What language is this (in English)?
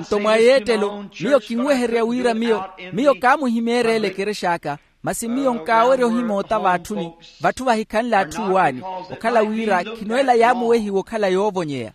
Makhuwa